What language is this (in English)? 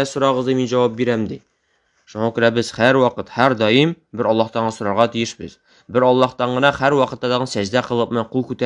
Tatar